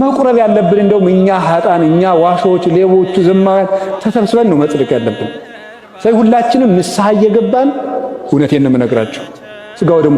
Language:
Amharic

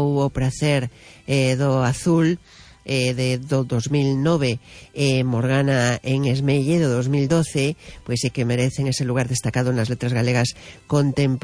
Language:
Galician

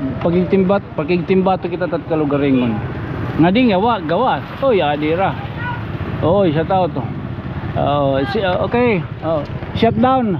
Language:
Waray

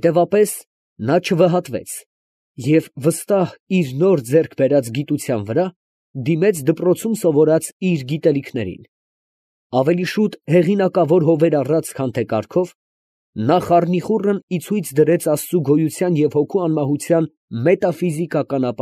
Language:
Armenian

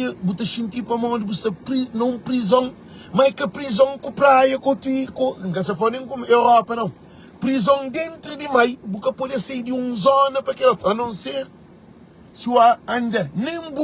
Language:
Kabuverdianu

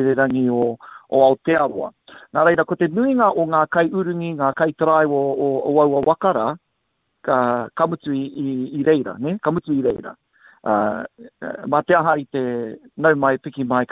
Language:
Māori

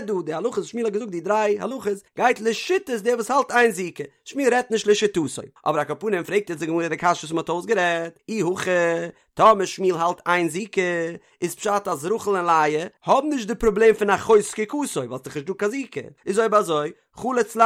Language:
Yiddish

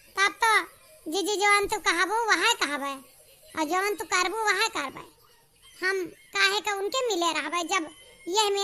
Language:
Awadhi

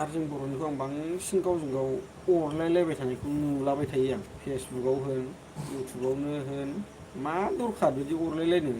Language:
Bodo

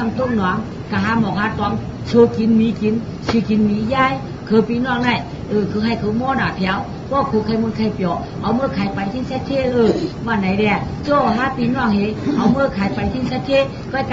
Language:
Shan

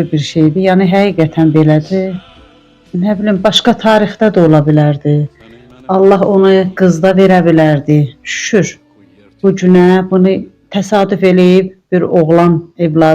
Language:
Azerbaijani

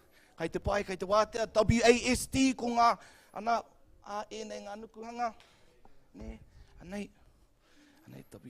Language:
Māori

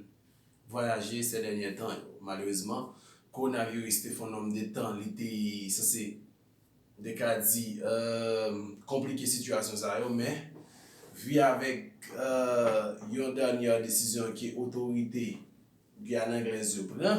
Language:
Haitian Creole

